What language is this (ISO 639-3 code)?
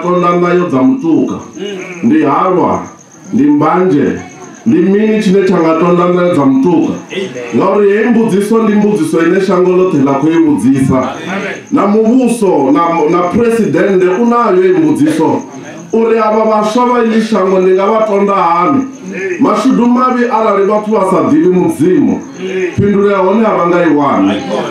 ven